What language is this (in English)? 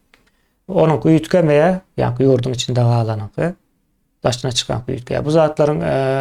Turkmen